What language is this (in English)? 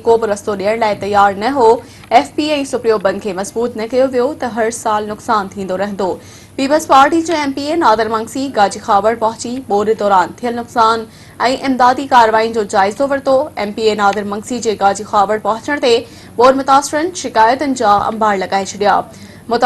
Sindhi